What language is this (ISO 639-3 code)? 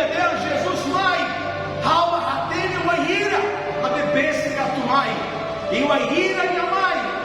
tet